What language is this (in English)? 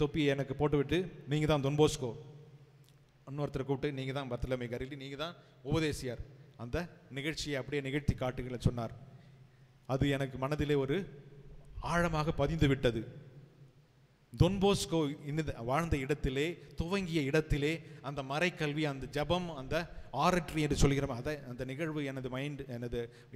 Tamil